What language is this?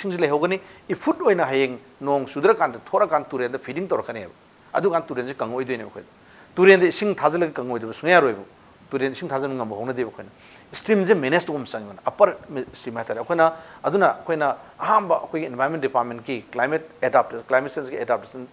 Manipuri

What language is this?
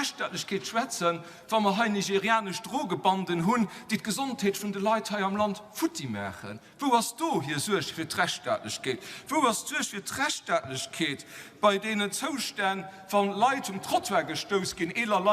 Luxembourgish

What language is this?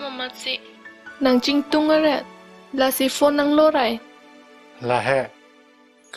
Karbi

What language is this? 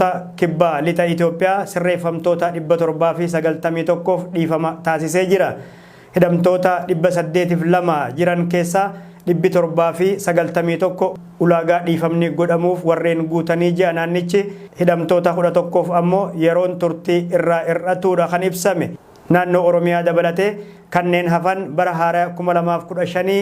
Oromo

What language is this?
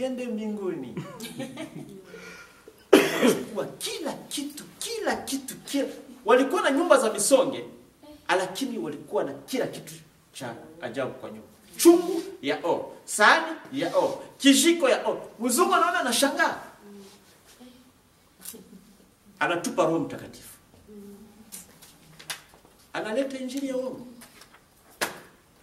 Swahili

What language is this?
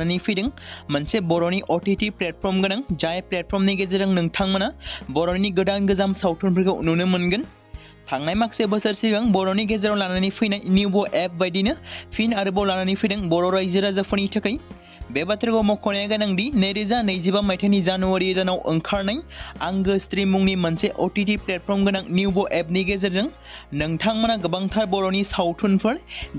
Bodo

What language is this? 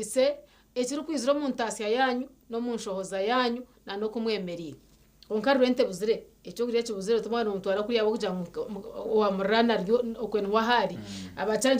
Nyankole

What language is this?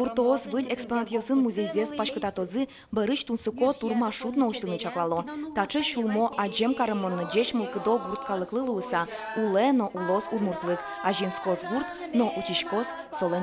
Udmurt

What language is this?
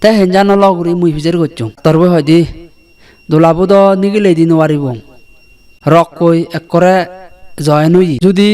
Chakma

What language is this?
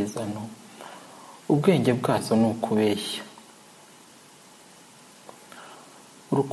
Kinyarwanda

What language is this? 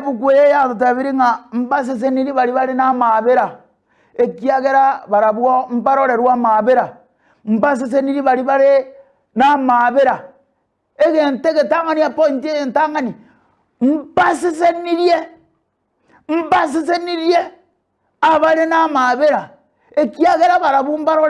Gusii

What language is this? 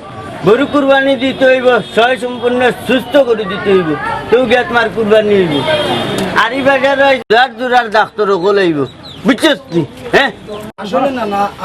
Sylheti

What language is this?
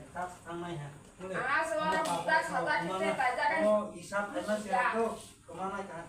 Kok Borok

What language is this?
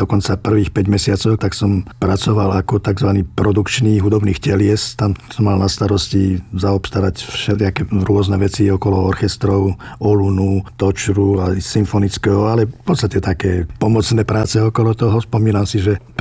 Slovak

